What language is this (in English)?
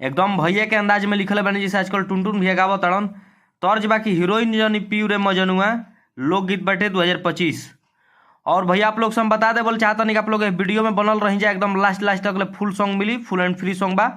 Bhojpuri